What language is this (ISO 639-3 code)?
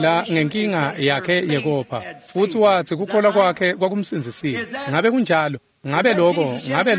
ssw